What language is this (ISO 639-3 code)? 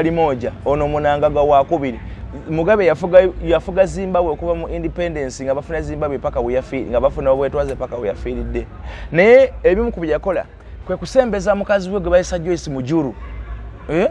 lug